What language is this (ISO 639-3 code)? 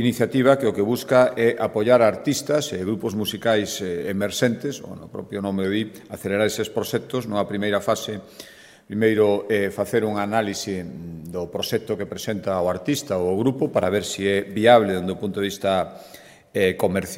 glg